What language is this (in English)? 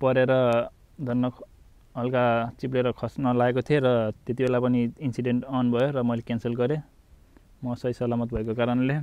Nepali